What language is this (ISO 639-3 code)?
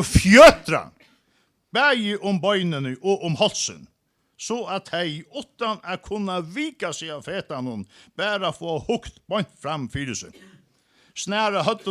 fao